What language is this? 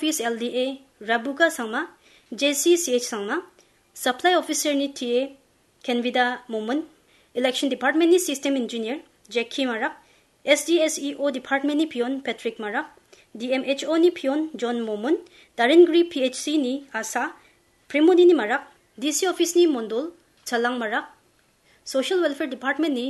Garo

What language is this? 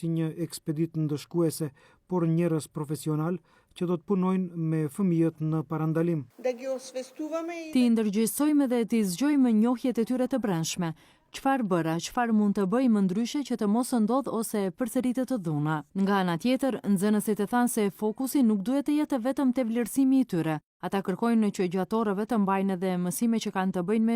Albanian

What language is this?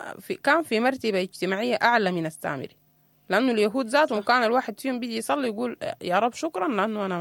Sudanese Arabic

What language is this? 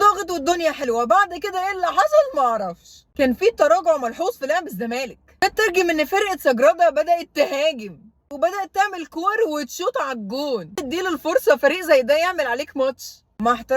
Egyptian Arabic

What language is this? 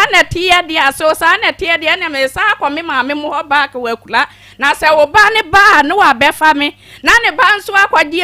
Akan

